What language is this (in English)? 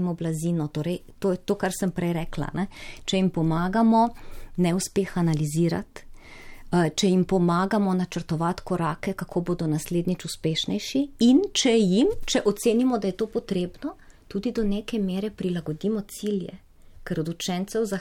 Slovenian